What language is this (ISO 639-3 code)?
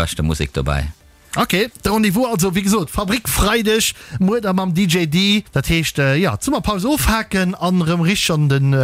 ltz